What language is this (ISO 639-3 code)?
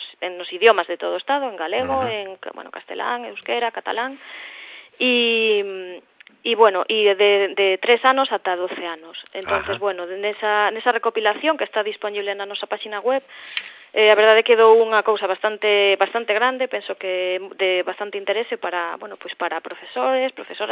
glg